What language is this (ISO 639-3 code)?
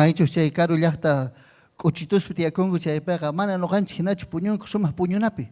quy